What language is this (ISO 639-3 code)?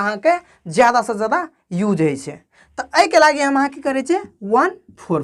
mai